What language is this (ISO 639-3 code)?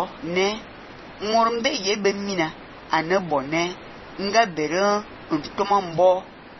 fan